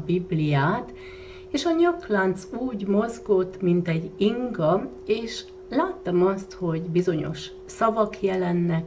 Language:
Hungarian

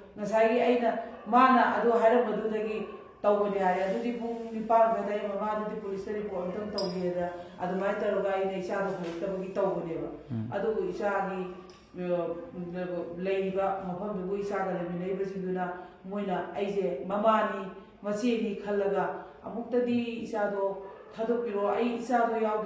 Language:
Manipuri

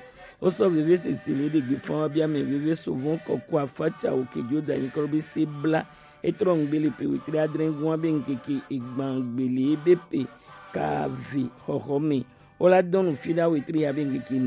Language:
Gen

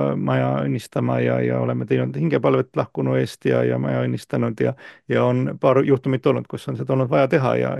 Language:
Estonian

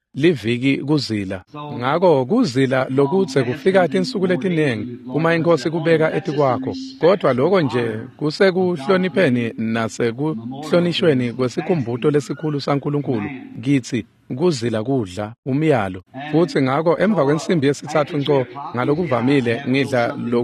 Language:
Swati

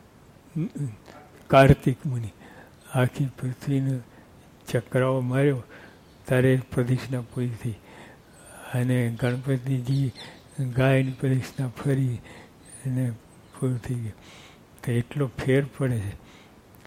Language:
Gujarati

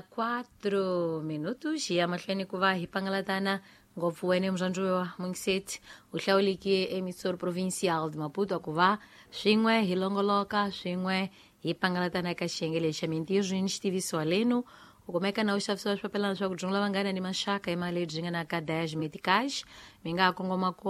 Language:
Tsonga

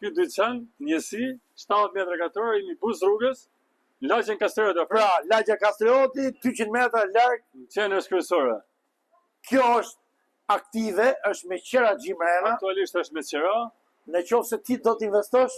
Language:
Albanian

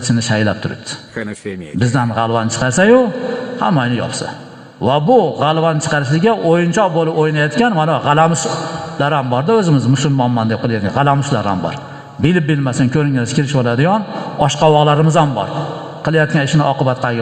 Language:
Uzbek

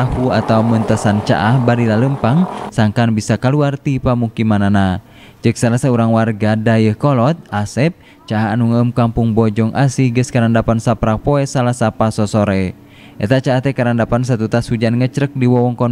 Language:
Sundanese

